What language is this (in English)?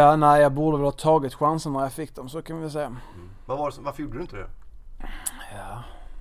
Swedish